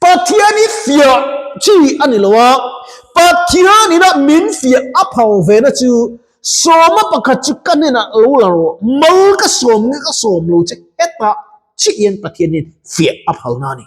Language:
Mizo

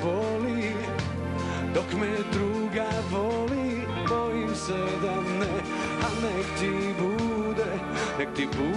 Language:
Serbian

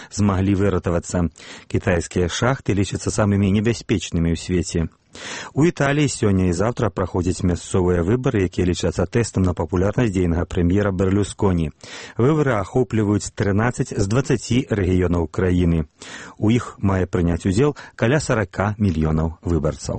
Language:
Belarusian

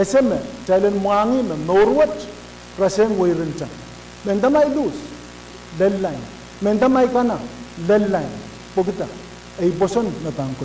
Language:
Pohnpeian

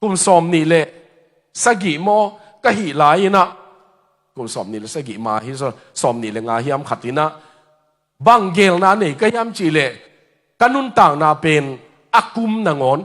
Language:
Tedim Chin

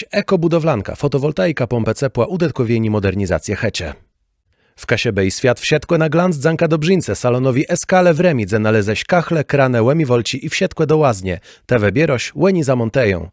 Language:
Kashubian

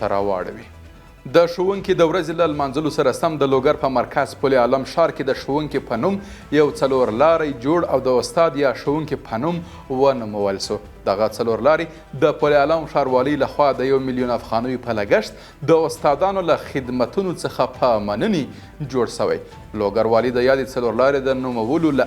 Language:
Pashto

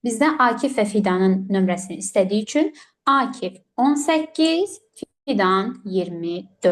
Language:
Azerbaijani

